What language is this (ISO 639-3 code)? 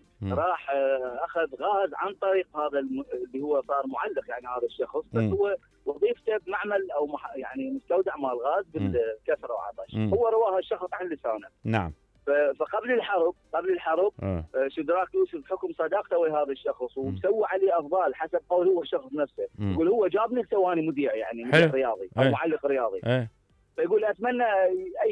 acm